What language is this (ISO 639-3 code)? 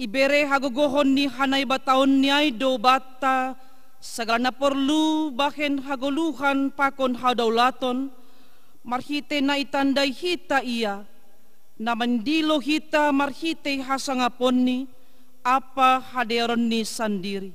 bts